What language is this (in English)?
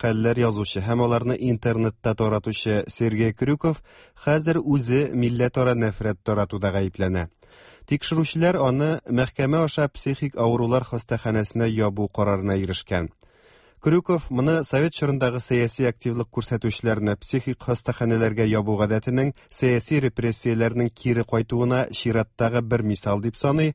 Tatar